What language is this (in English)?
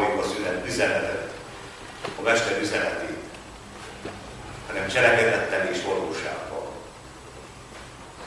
Hungarian